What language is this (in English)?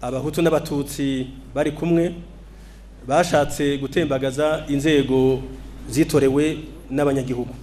Rundi